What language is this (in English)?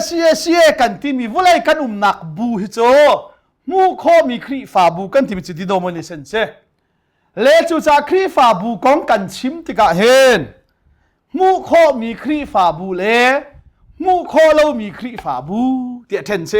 Hakha Chin